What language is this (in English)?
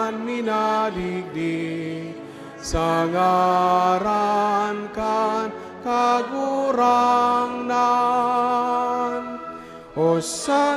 Bikol